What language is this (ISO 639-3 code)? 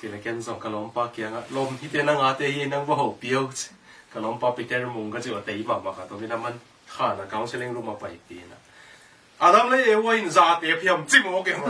ctd